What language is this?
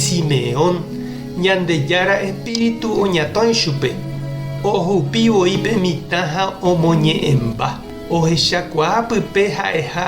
Guarani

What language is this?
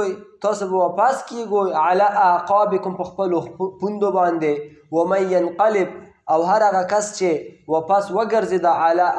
Pashto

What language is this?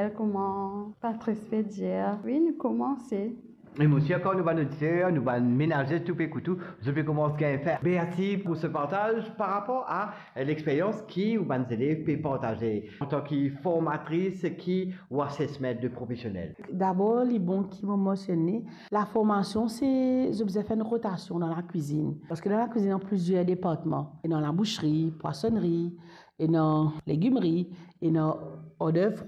Morisyen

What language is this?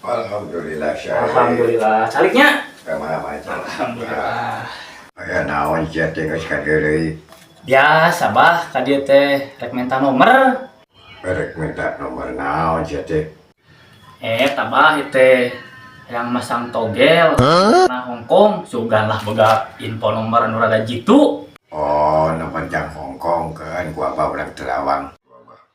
Sundanese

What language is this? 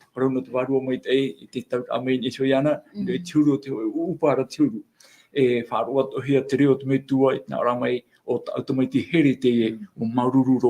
Tahitian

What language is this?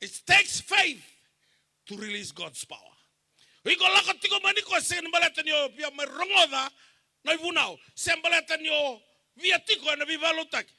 Fijian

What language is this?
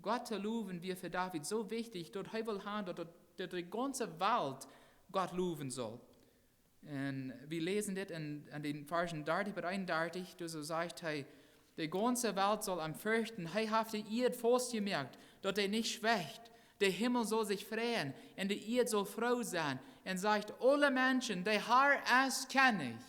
Plautdietsch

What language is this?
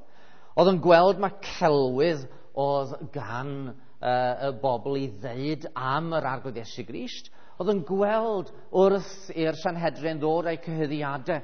Welsh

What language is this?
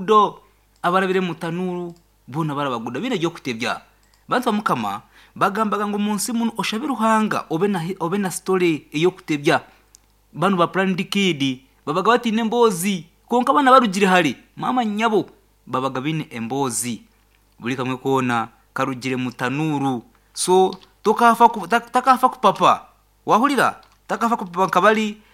Nyankole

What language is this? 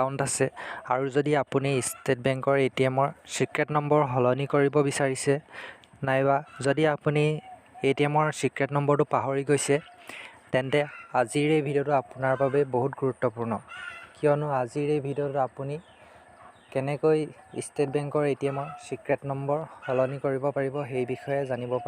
Assamese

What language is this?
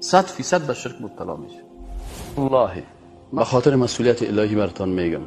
Persian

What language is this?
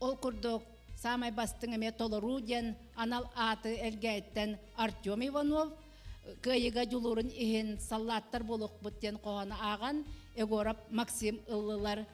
Yakut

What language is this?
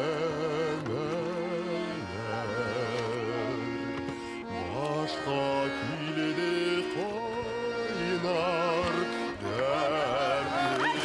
Bashkir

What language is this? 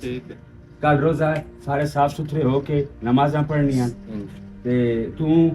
Western Panjabi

